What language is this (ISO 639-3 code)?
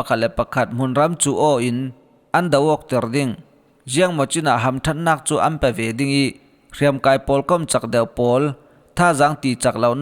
cfm